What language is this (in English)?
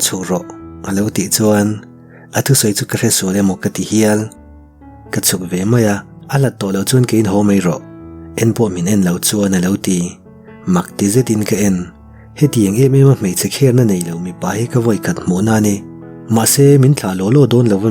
Mizo